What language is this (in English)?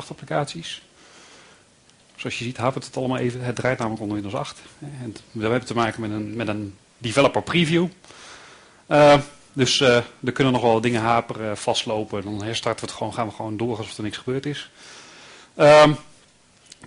Dutch